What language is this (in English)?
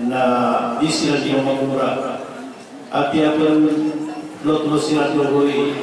Maranao